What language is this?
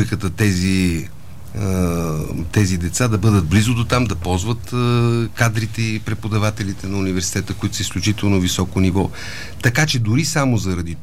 Bulgarian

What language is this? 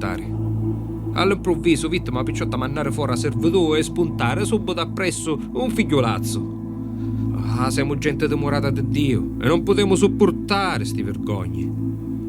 Sicilian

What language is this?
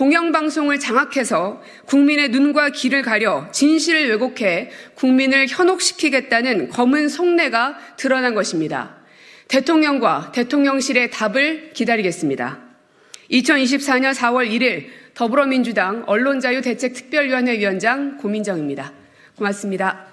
Korean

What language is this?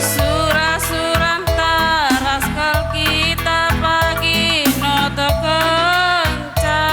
Batak Karo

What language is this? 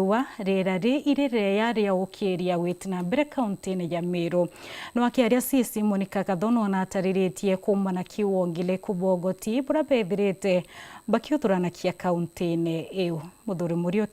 Meru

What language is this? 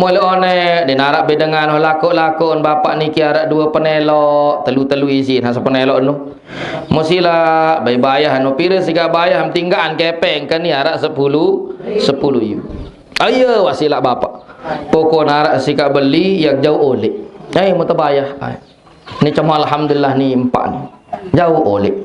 Sasak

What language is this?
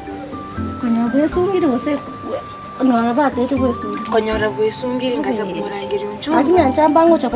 Gusii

